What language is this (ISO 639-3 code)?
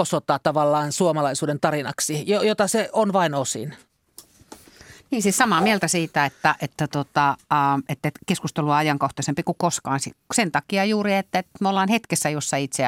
fin